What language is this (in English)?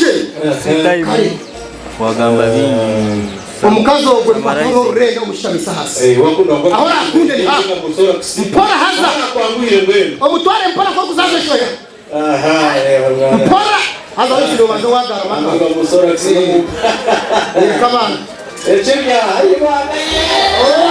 Nyankole